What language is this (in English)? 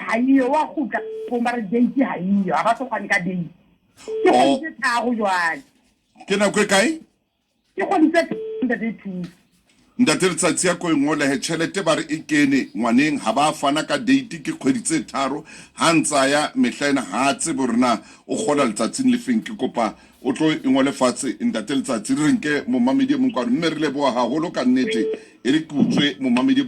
Southern Sotho